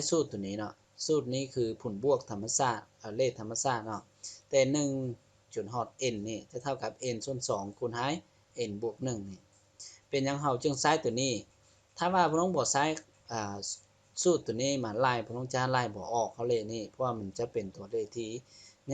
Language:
Lao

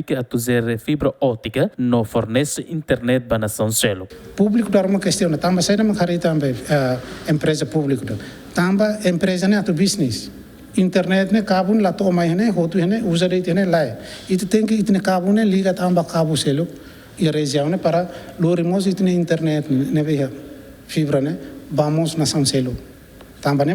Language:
Tetum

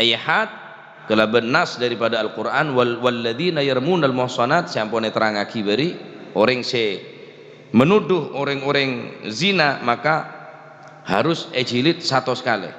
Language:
Madurese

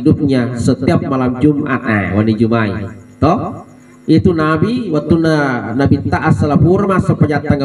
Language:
Buginese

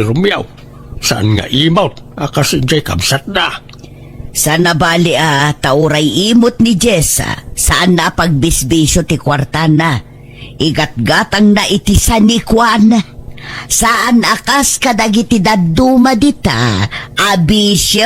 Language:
Iloko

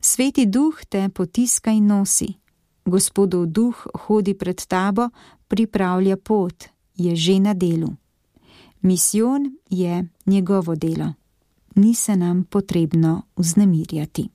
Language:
Slovenian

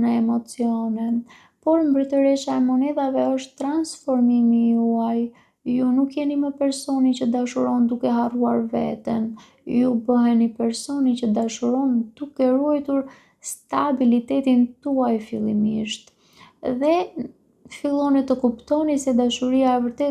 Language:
Albanian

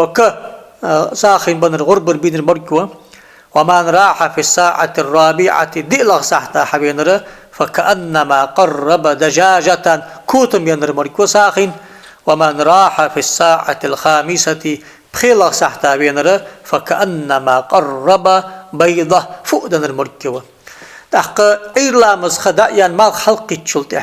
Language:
Ingush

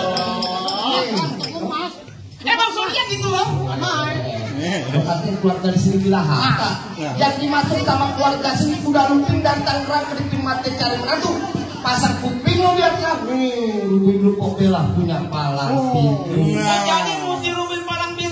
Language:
Betawi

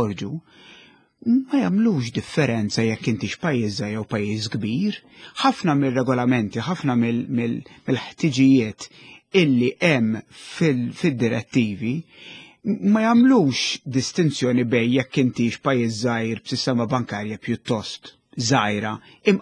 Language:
Maltese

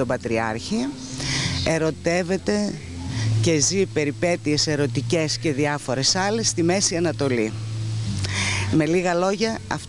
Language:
Greek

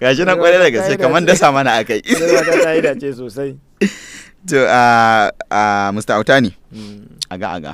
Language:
Hausa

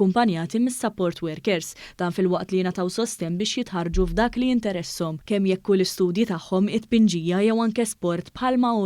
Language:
Maltese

